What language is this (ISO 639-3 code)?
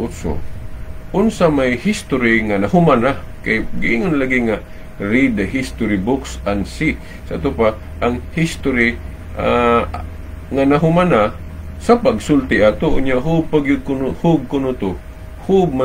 ceb